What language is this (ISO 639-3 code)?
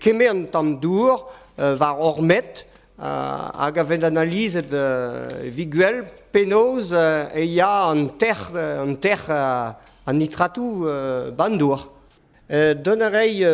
bre